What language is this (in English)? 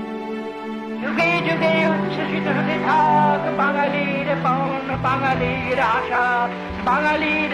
Bangla